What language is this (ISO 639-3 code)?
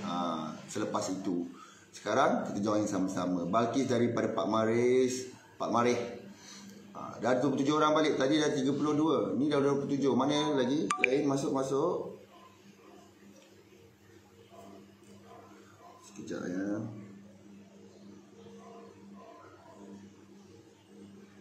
msa